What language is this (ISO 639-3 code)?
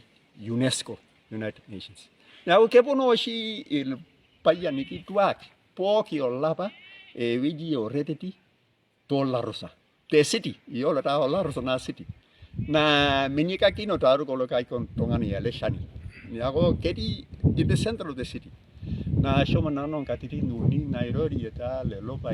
mas